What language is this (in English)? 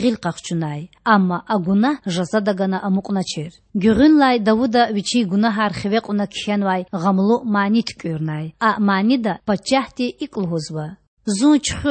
Lezghian